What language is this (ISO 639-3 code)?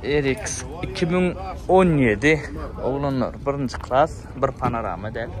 tuk